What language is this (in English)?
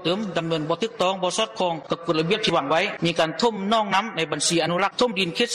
Lao